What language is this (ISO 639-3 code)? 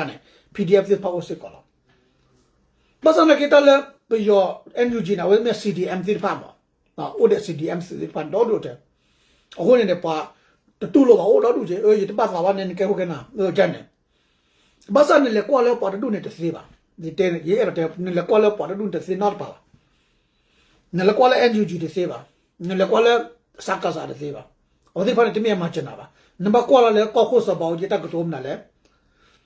ksw